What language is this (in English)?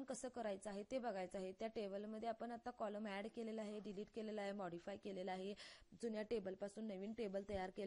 Marathi